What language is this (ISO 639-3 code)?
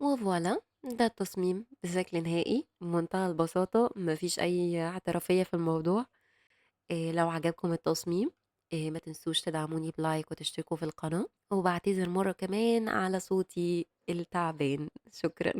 arz